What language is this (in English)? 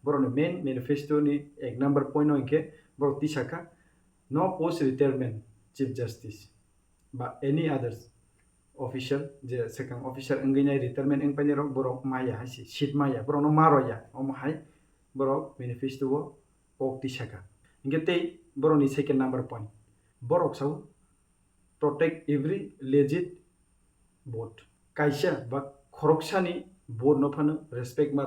Kok Borok